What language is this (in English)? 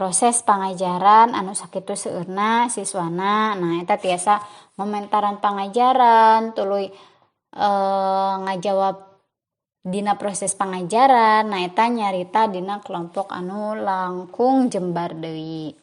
Sundanese